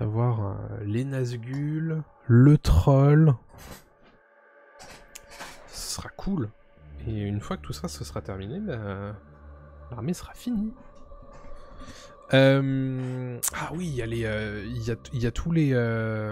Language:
French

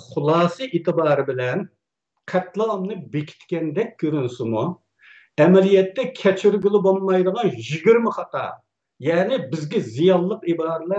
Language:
Uyghur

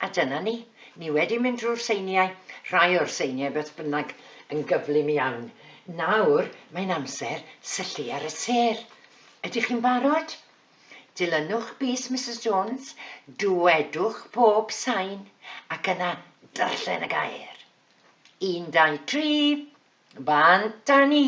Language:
Welsh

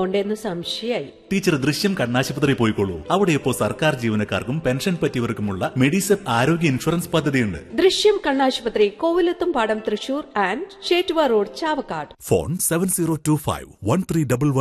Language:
Malayalam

